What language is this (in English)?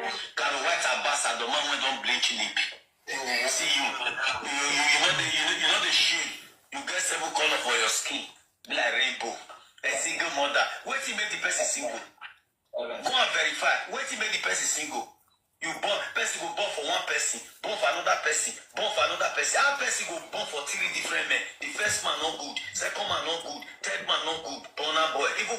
Nigerian Pidgin